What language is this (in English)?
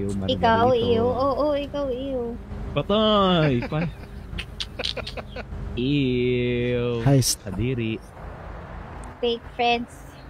Filipino